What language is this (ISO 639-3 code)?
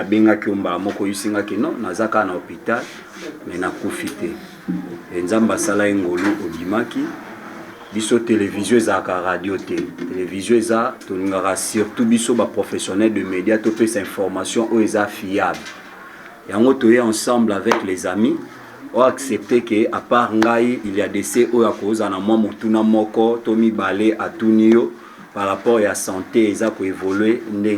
lin